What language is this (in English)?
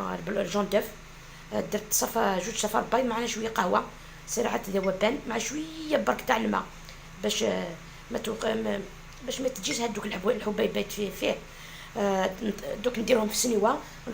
Algerian Arabic